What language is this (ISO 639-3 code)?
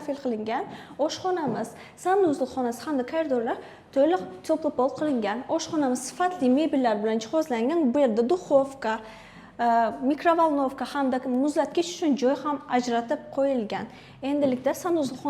uzb